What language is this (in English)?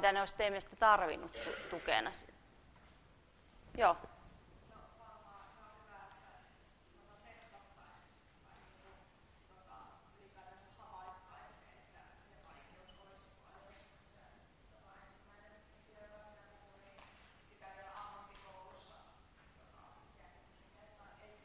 Finnish